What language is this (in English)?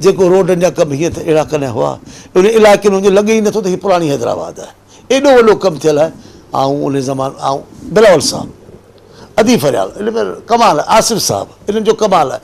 Sindhi